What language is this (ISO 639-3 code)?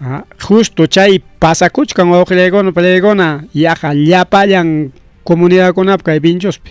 quy